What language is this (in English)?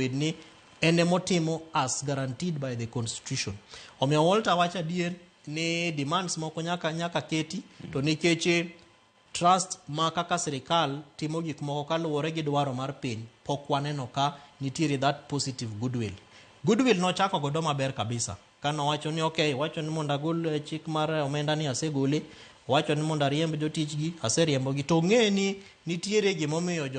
Luo (Kenya and Tanzania)